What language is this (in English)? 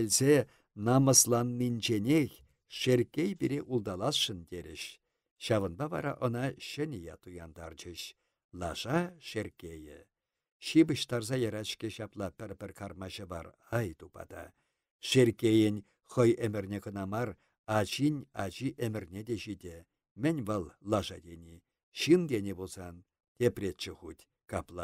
Chuvash